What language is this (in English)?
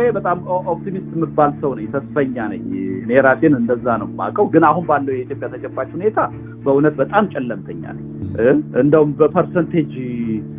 Amharic